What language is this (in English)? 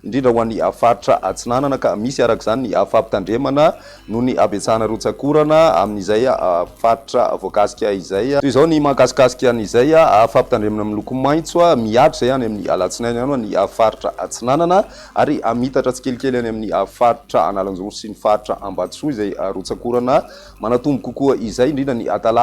Malagasy